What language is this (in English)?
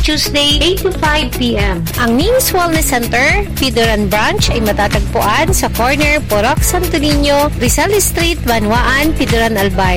Filipino